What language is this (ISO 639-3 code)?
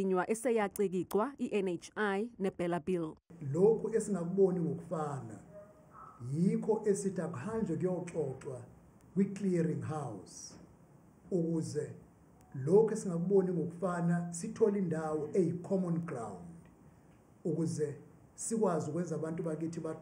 zul